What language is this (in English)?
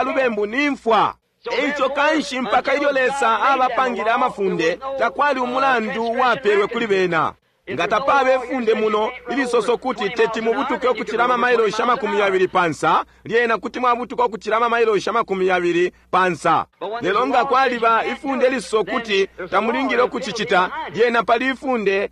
Bemba